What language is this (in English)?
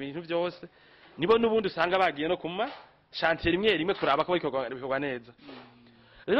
Rundi